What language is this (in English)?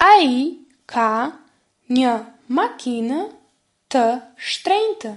Albanian